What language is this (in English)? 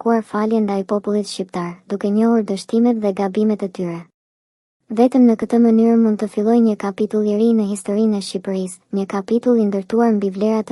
Albanian